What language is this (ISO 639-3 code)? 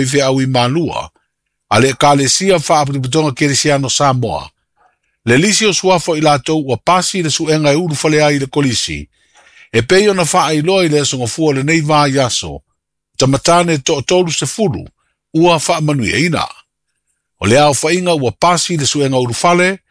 smo